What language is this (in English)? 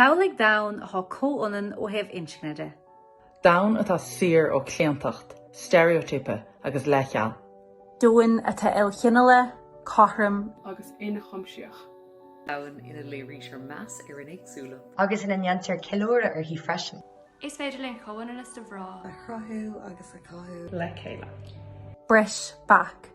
Irish